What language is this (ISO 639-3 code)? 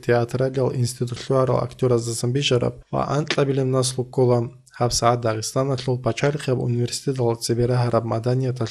ava